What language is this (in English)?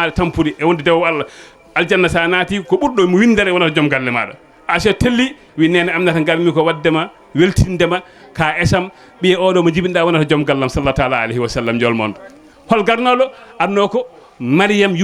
Fula